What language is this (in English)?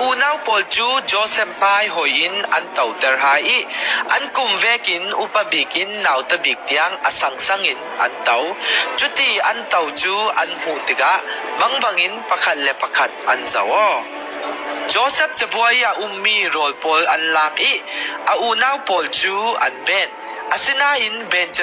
Falam Chin